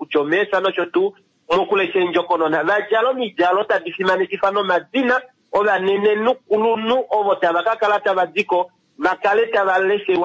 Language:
Kuanyama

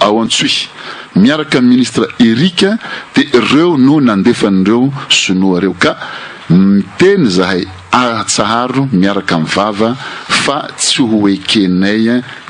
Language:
Malagasy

